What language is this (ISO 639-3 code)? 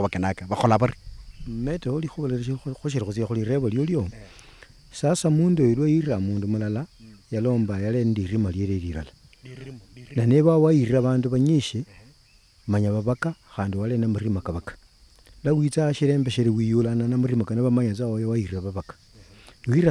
luy